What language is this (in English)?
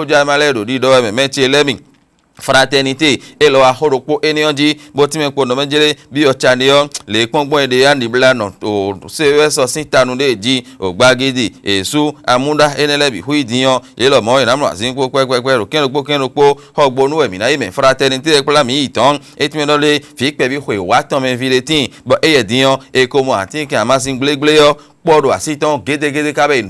Fon